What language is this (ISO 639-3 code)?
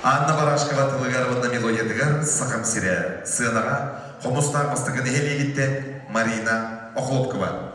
sah